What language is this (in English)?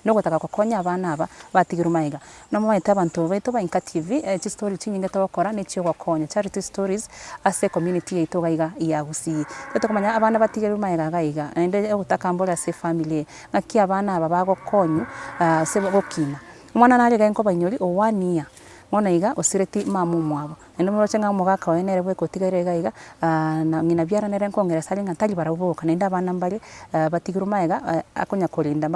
Gusii